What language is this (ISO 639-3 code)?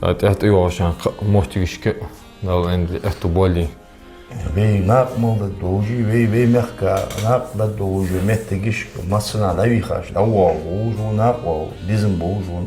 inh